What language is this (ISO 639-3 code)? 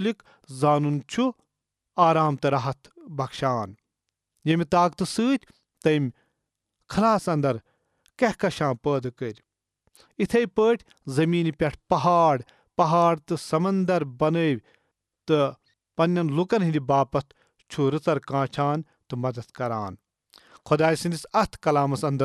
kas